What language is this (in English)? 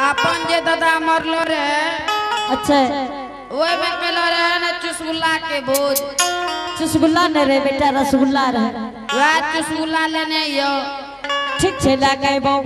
Angika